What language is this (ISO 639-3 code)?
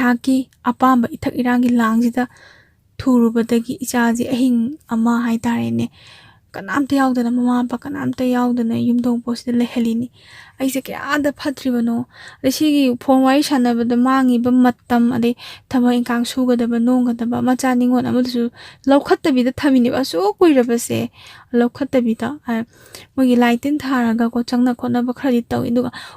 mni